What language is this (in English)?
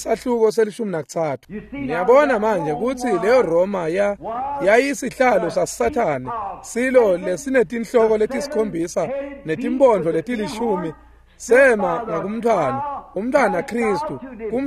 Swati